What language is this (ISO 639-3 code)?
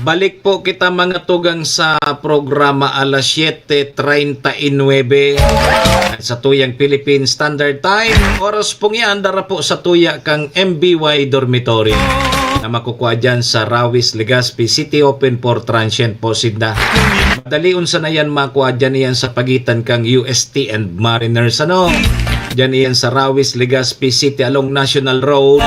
bik